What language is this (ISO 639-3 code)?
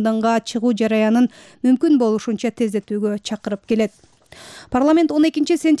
kir